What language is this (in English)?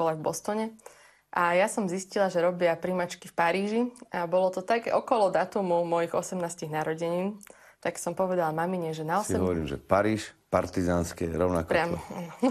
Slovak